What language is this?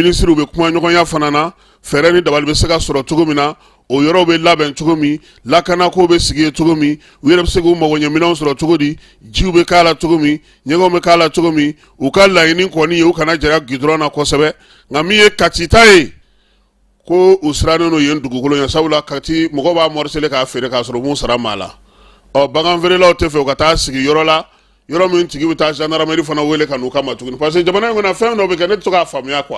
Bambara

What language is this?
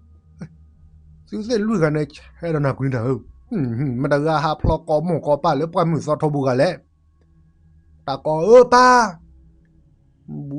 S'gaw Karen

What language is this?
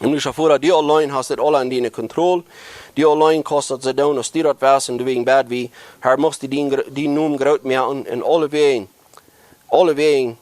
Plautdietsch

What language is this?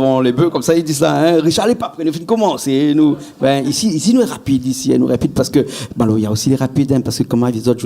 Réunion Creole French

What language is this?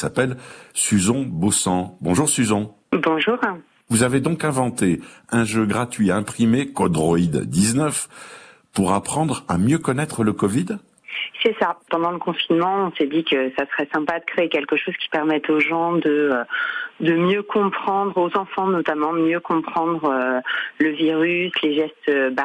French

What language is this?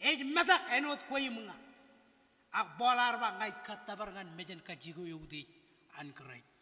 Marshallese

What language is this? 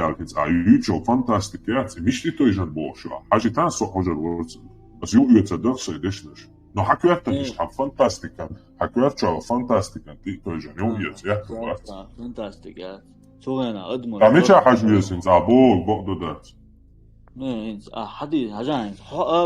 Chechen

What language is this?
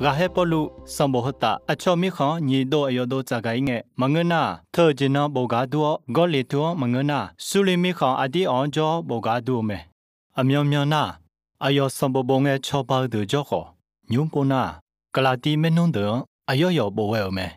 Akha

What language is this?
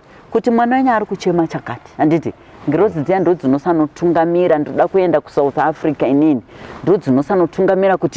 Shona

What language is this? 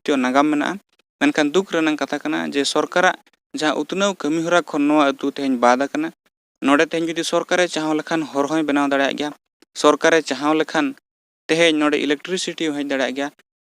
Santali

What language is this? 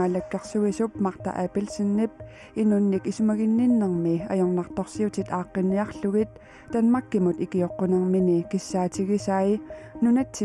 Kalaallisut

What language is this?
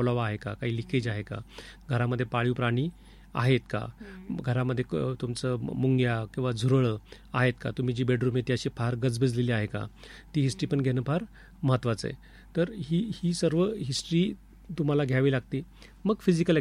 Marathi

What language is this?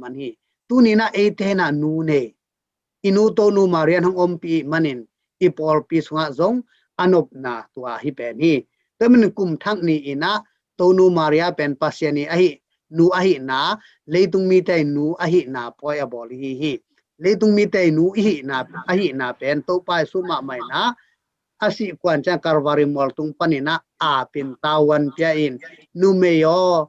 Tedim Chin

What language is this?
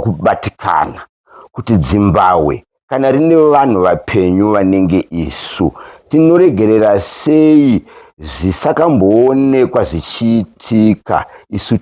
Shona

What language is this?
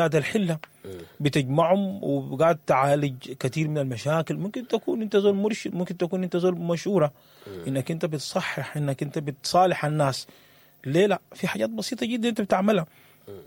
Sudanese Arabic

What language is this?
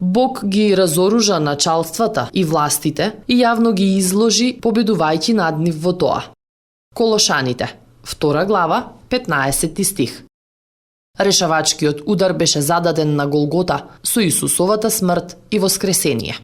Macedonian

